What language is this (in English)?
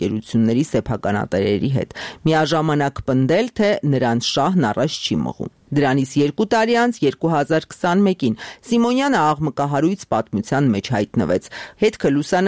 Armenian